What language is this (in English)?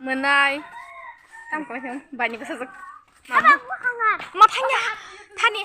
Kok Borok